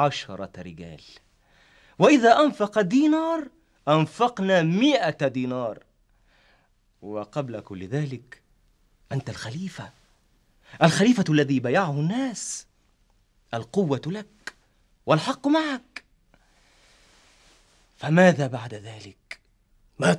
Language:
Egyptian Arabic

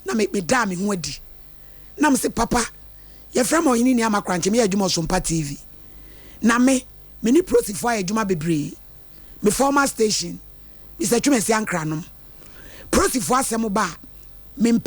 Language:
Akan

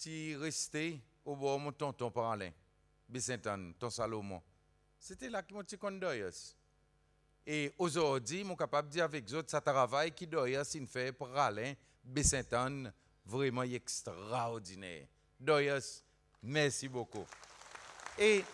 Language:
Seselwa Creole French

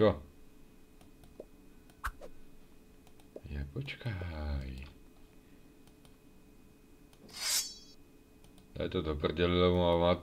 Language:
Slovak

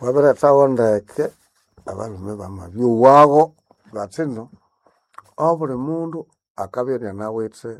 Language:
Nande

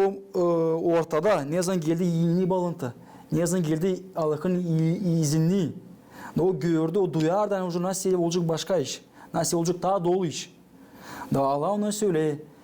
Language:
Gagauz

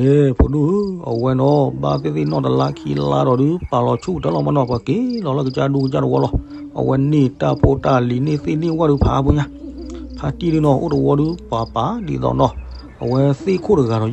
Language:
S'gaw Karen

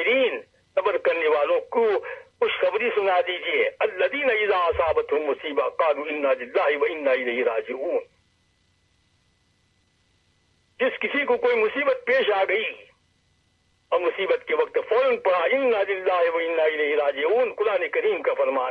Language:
Urdu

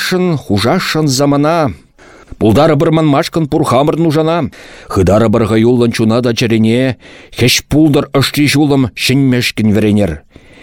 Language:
Chuvash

